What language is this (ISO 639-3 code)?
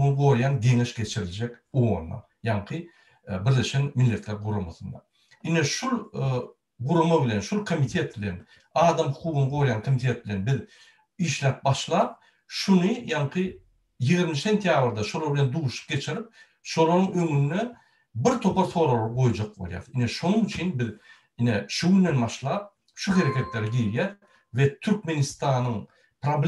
tuk